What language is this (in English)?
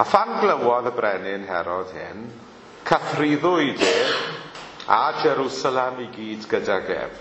Welsh